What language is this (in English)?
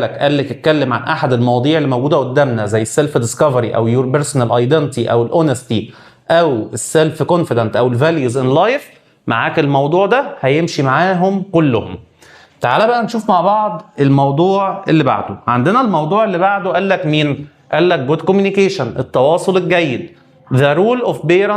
Egyptian Arabic